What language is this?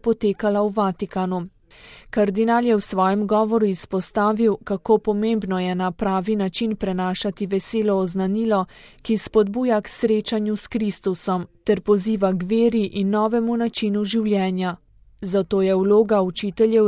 Slovenian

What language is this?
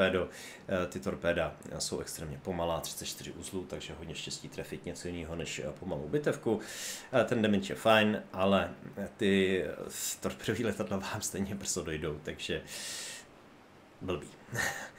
Czech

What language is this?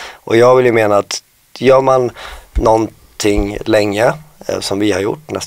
Swedish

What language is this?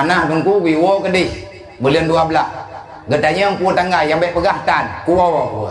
Achinese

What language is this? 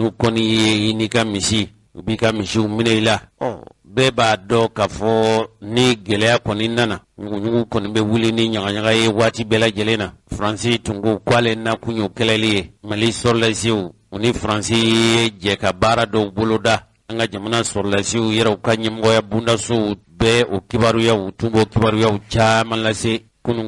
Bambara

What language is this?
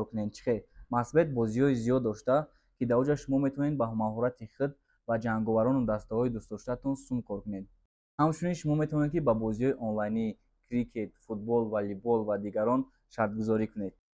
Tajik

